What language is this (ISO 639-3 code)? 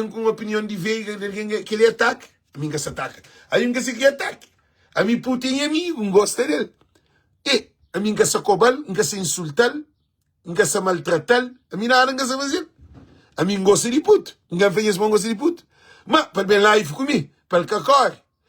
kea